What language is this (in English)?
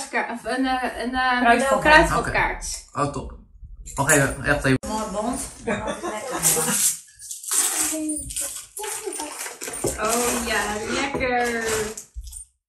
Dutch